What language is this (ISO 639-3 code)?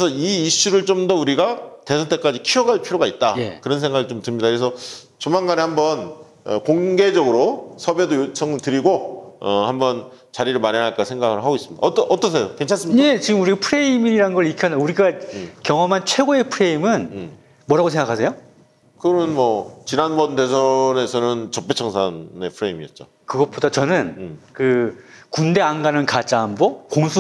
kor